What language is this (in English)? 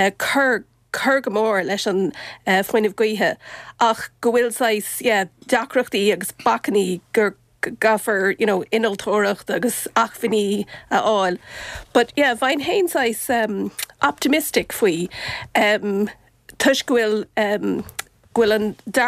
Irish